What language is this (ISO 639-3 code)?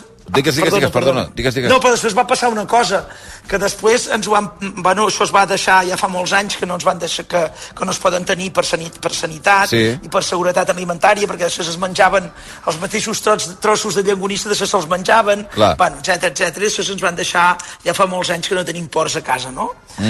cat